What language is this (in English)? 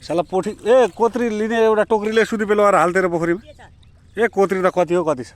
Nepali